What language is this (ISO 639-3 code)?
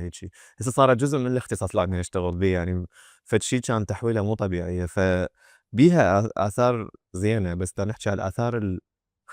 acm